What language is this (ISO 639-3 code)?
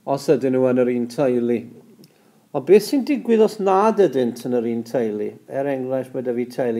cym